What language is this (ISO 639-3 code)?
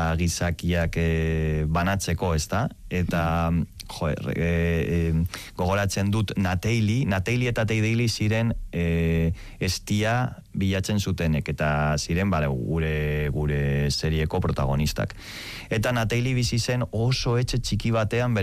eus